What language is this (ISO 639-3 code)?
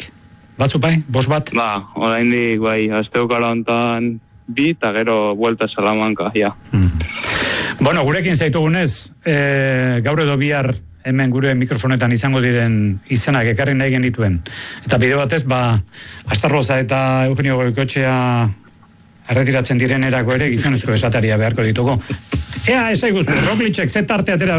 eus